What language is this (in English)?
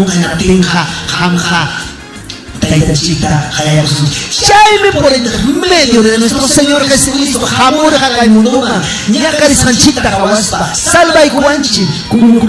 Ayacucho Quechua